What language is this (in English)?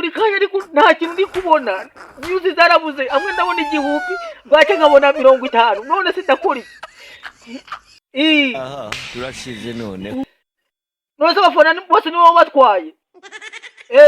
Kinyarwanda